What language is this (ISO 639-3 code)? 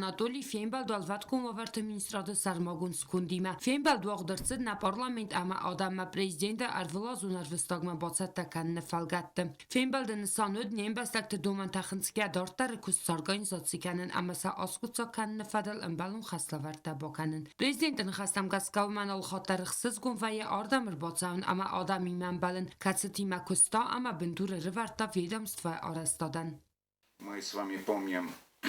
oss